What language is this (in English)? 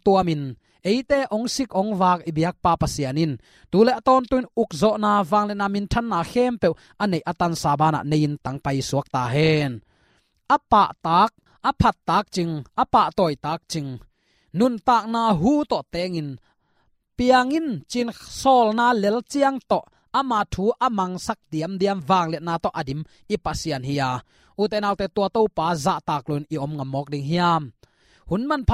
Tedim Chin